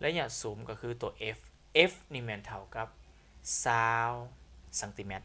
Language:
Lao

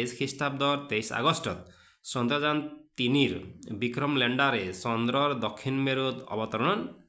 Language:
Assamese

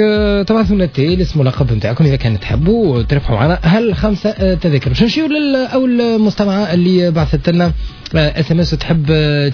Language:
Tunisian Arabic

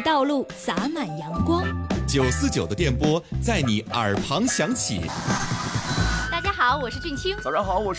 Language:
Chinese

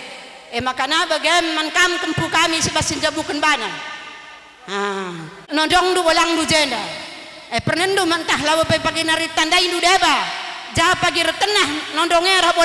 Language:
Batak Karo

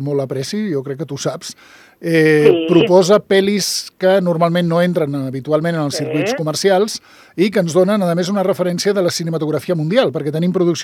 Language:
Catalan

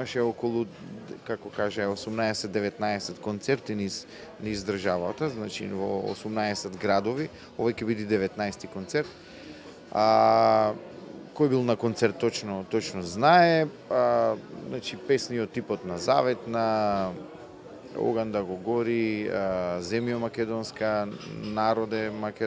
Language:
Macedonian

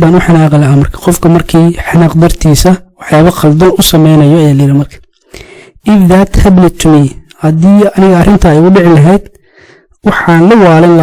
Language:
Somali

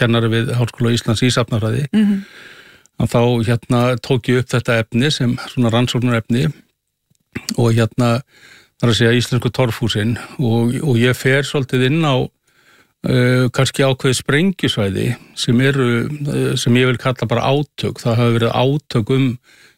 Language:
Icelandic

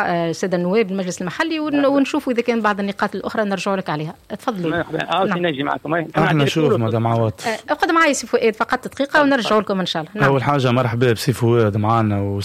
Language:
Tunisian Arabic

